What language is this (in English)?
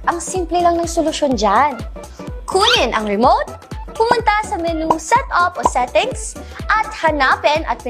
Bikol